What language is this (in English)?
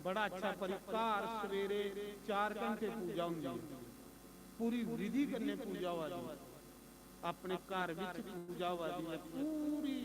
Dogri